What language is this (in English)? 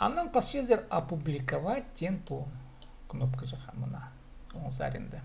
Khakas